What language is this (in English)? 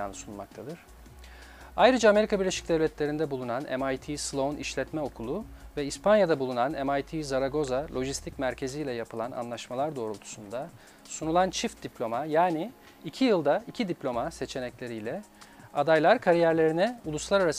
Turkish